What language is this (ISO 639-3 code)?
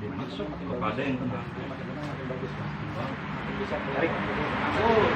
bew